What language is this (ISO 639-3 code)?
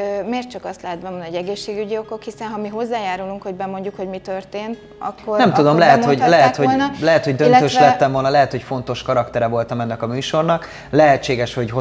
hun